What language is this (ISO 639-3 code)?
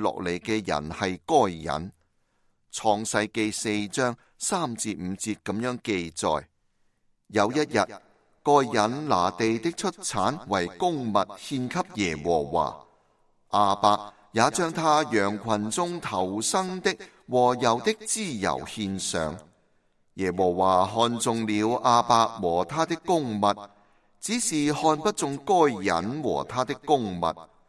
yue